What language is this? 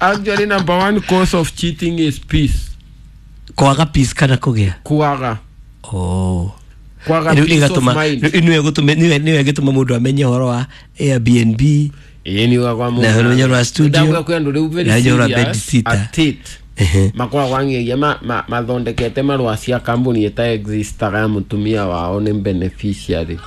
Kikuyu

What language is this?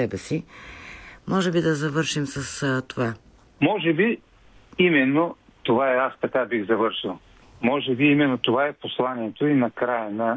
Bulgarian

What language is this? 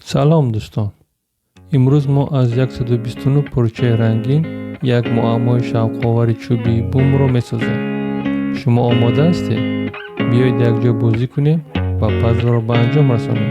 Tajik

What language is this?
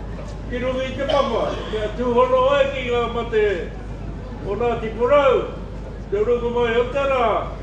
Māori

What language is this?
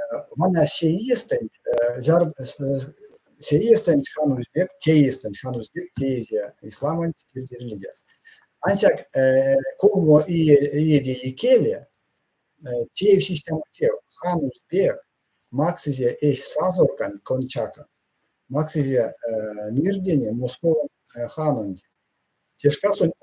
Erzya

